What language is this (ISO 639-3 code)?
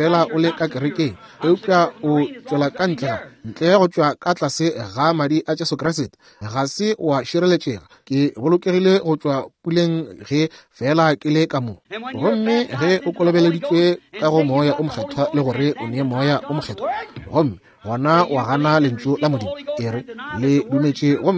nso